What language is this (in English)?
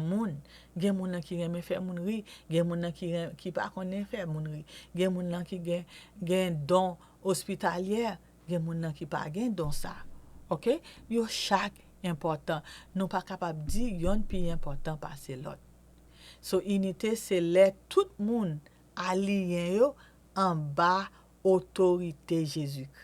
Haitian Creole